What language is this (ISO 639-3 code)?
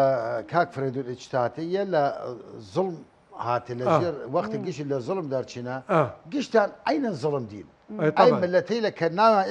sdh